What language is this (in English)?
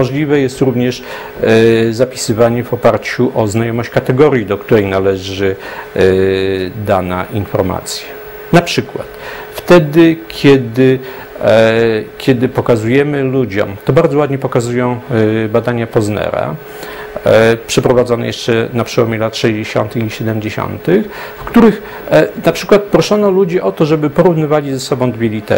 Polish